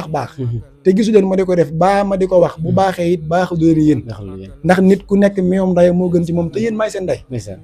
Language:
Wolof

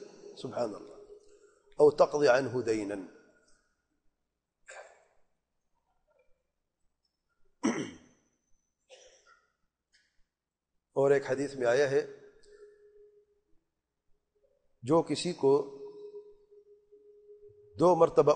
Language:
Urdu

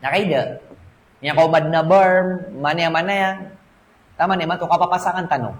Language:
Maranao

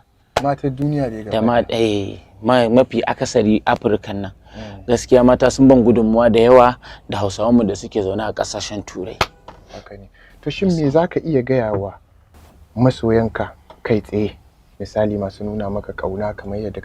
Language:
Hausa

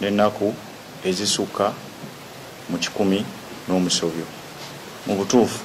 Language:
Ganda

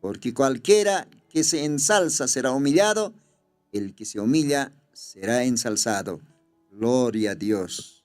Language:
Aymara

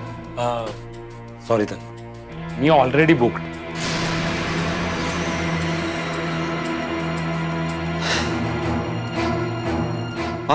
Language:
Marathi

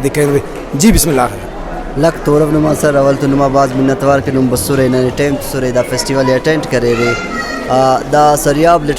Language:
Brahui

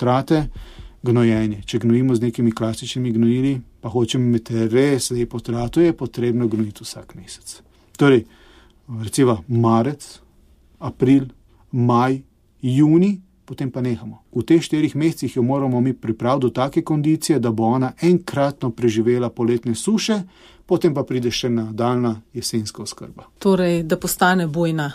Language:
Slovenian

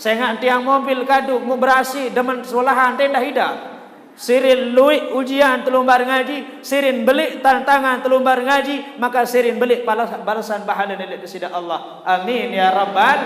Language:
Sasak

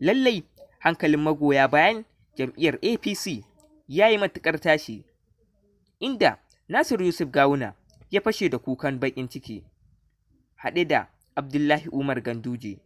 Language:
Hausa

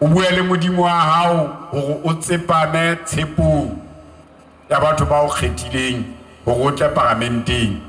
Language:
Southern Sotho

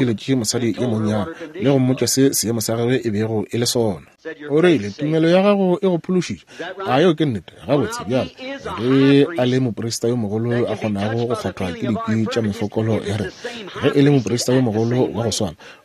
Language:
Northern Sotho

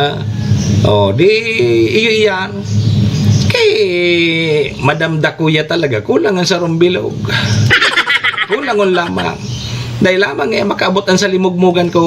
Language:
Bikol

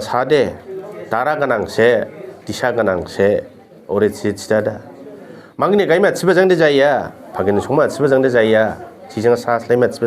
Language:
Dimasa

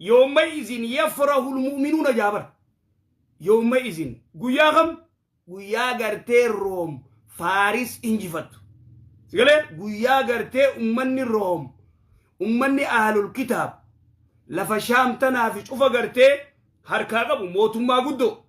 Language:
Oromo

